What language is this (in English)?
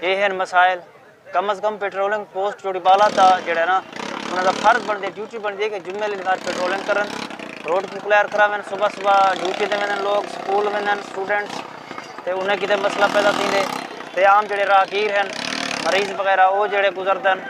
Saraiki